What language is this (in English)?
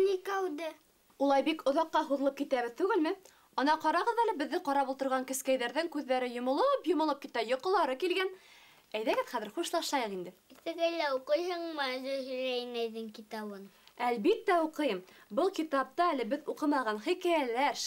Bashkir